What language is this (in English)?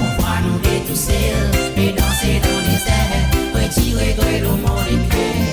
Morisyen